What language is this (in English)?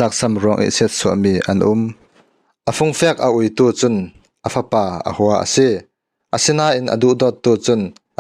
Falam Chin